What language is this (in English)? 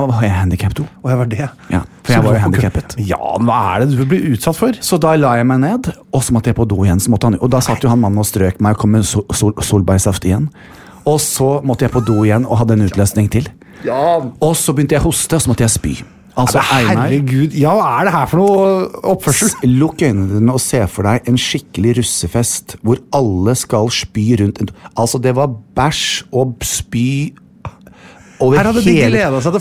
Norwegian